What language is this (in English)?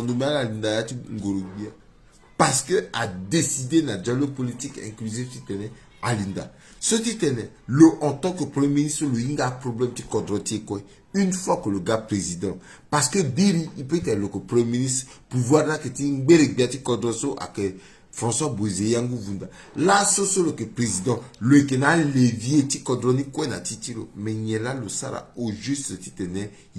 Sango